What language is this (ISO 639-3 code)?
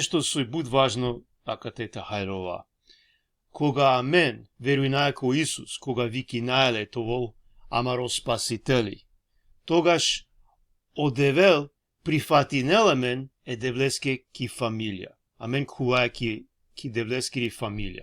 rmn